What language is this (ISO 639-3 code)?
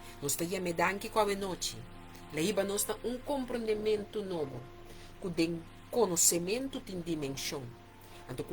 pap